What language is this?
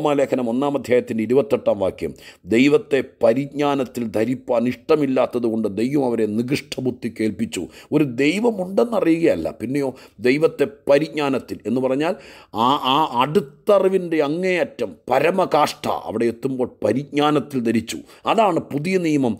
Malayalam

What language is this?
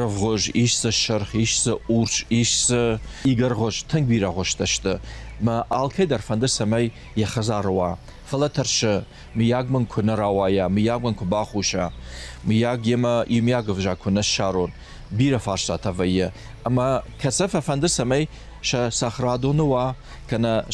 Ossetic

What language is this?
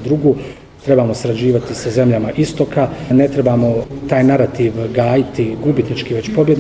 Bosnian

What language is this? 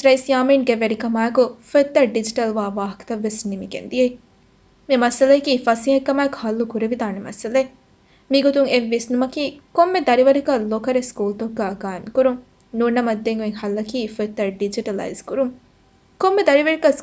Divehi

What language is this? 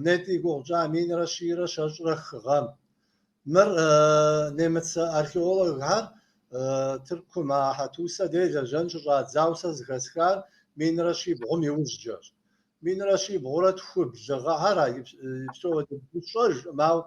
Kabardian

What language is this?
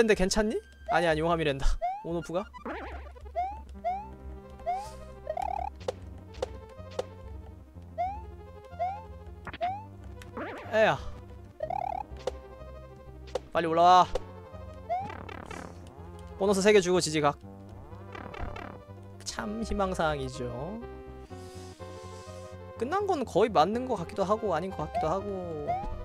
Korean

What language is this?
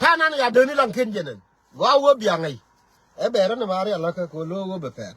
Nuer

